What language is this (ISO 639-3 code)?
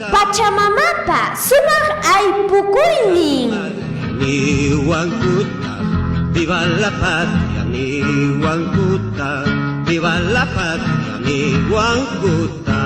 quy